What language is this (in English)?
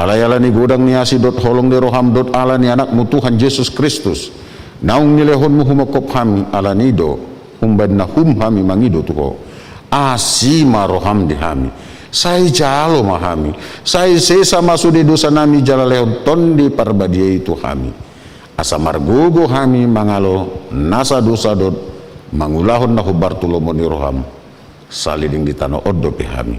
Batak Toba